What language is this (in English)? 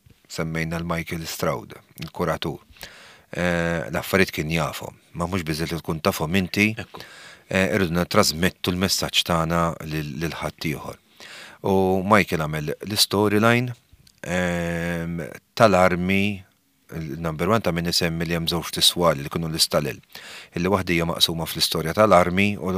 Maltese